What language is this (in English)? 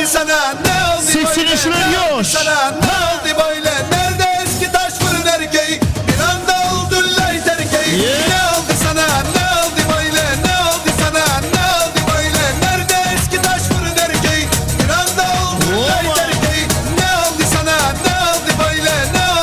Kara-Kalpak